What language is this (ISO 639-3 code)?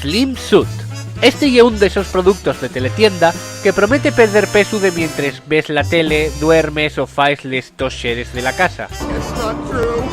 ast